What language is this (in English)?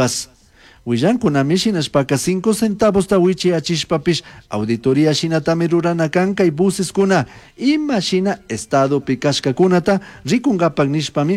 Chimborazo Highland Quichua